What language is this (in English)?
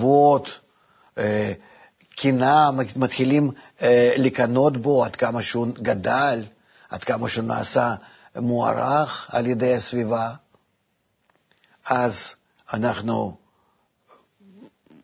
Hebrew